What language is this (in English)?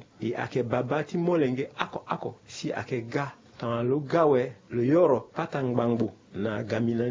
Sango